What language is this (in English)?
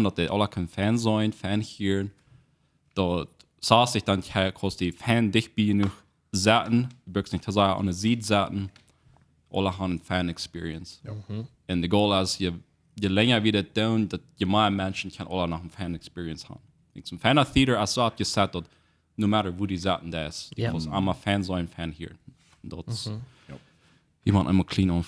Plautdietsch